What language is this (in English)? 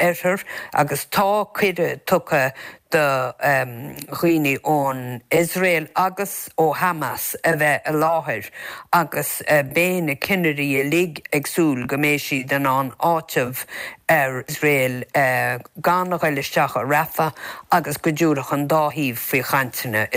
Irish